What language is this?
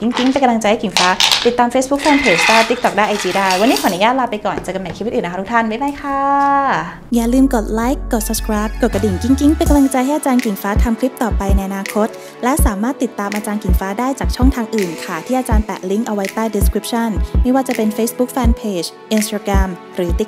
Thai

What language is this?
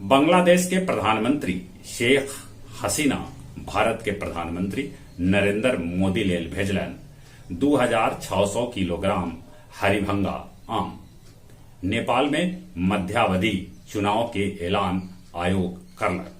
Magahi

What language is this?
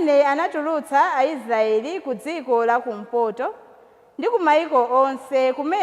Nyanja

